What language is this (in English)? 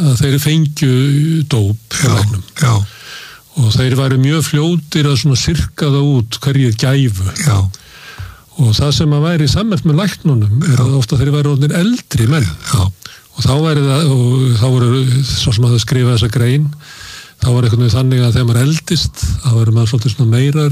Icelandic